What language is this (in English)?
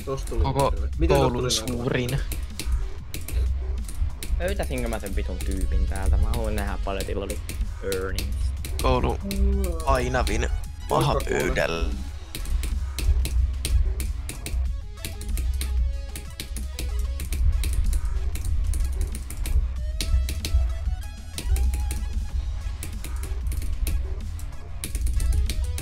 Finnish